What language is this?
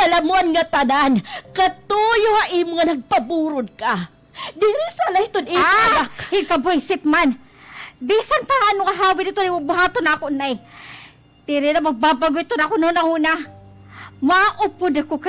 Waray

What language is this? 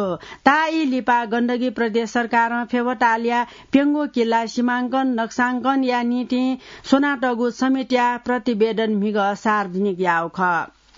Newari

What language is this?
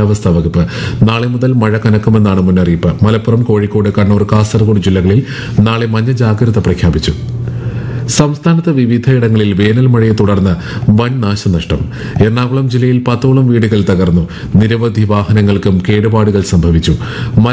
Malayalam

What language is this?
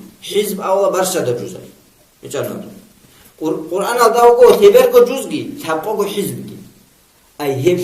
Avaric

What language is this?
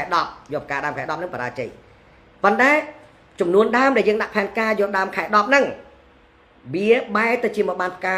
Khmer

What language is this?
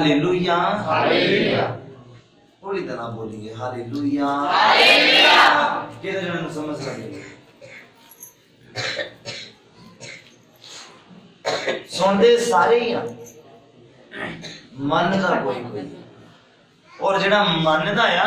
Punjabi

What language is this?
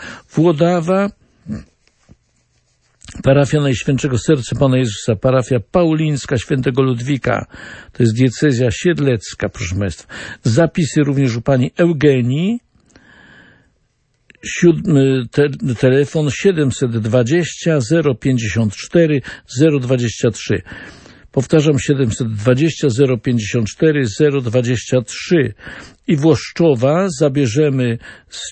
Polish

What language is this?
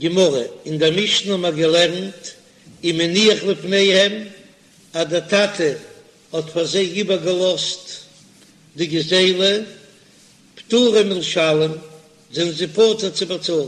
Yiddish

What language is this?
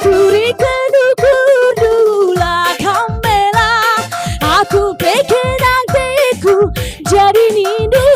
Batak Karo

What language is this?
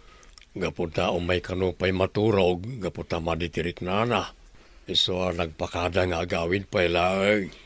Iloko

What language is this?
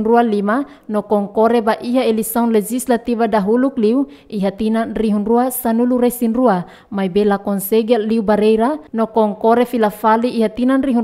Tetum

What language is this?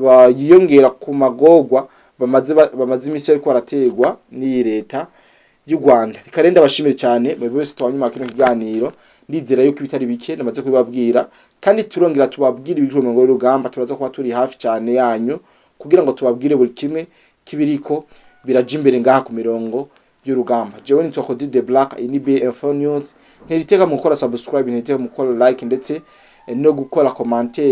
Rundi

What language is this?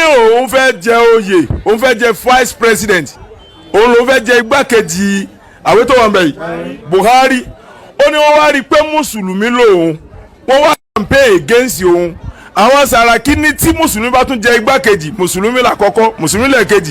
Yoruba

